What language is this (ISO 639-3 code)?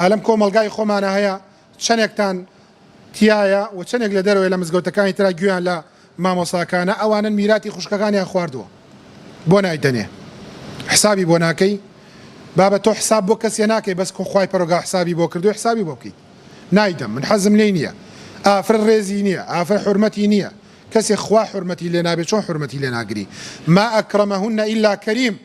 ckb